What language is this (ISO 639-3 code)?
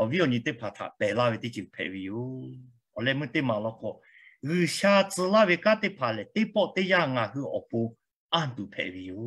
lhu